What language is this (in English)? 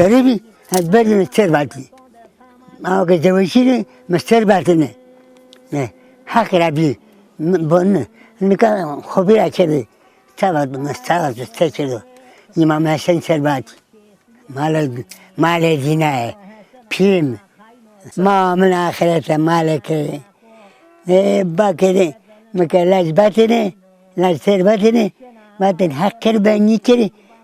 Zaza